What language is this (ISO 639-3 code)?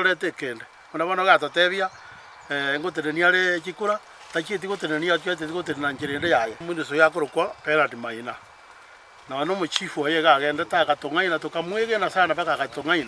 guz